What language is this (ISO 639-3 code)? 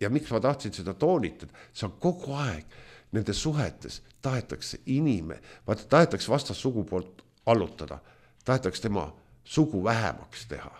est